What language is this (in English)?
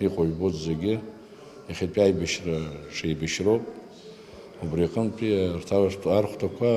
Abkhazian